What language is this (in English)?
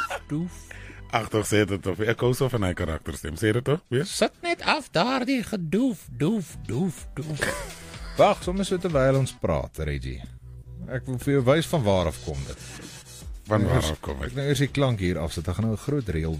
Afrikaans